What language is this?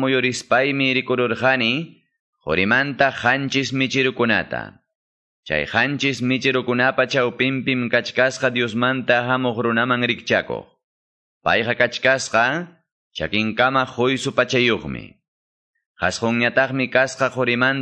Quechua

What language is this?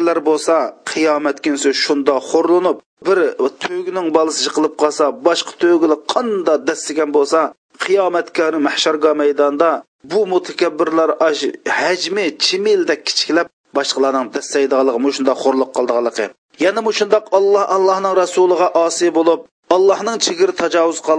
Uyghur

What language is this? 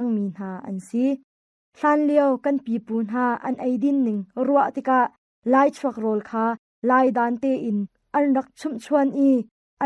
Hakha Chin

